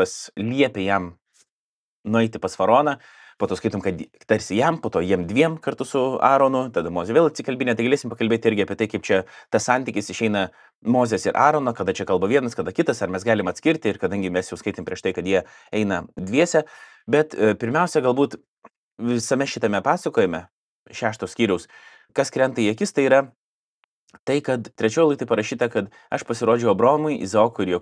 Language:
Lithuanian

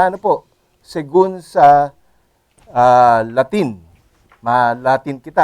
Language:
Bikol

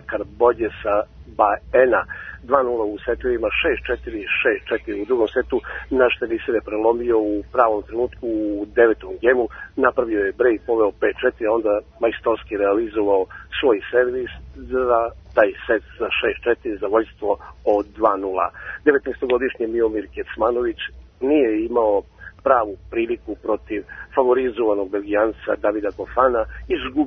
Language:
Serbian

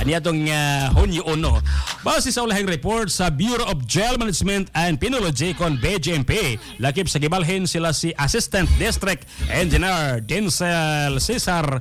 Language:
Cebuano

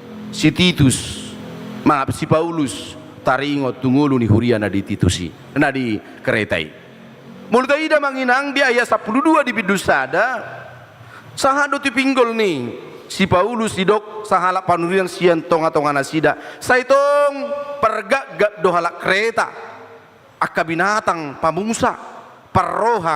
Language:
Batak Toba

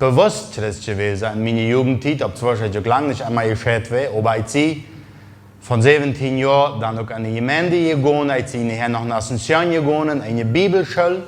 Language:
Plautdietsch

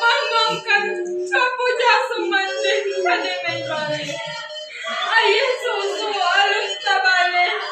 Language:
Minangkabau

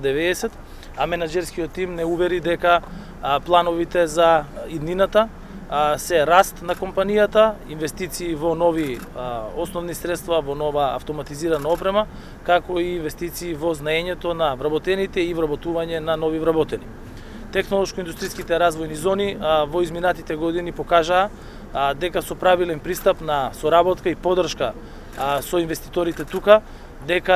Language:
Macedonian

